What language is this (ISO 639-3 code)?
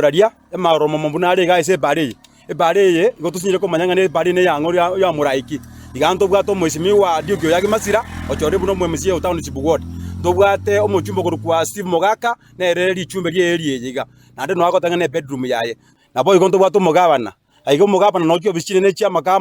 guz